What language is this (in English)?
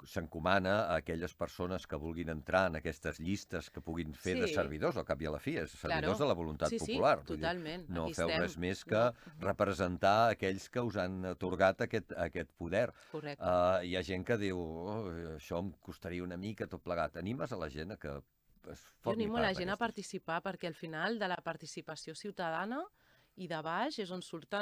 Catalan